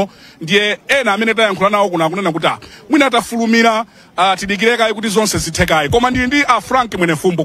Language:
Nyanja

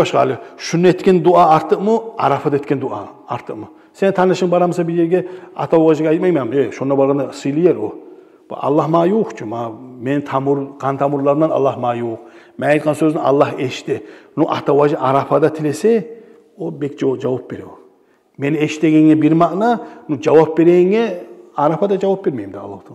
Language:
Kumyk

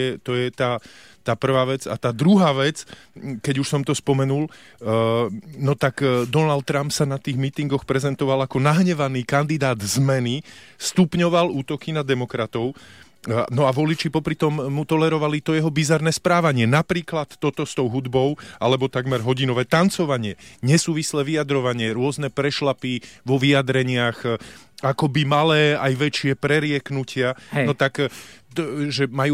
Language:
Slovak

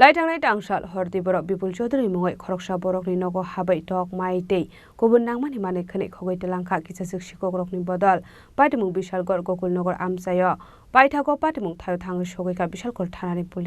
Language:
Kok Borok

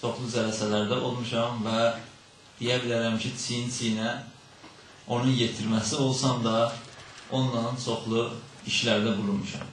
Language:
South Azerbaijani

